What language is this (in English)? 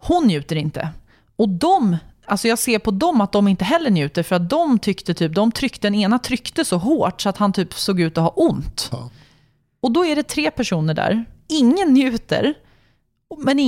Swedish